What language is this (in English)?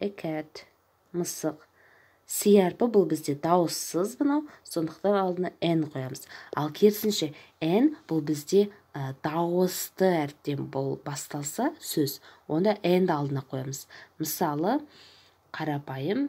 Kazakh